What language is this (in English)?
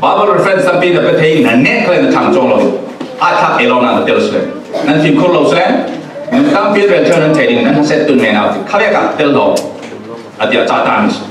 Falam Chin